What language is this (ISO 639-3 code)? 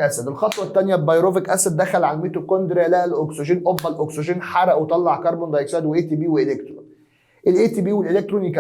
arz